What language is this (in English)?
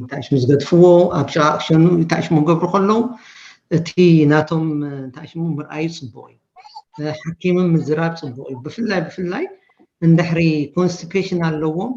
Tigrinya